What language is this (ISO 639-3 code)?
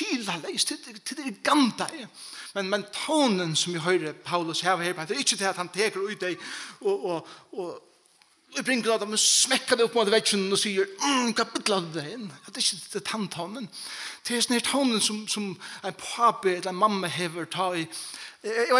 fao